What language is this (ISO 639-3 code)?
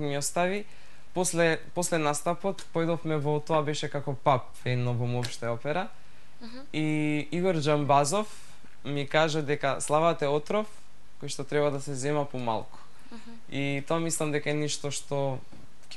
mkd